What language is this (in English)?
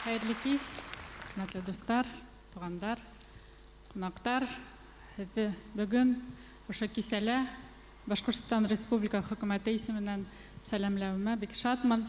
Bashkir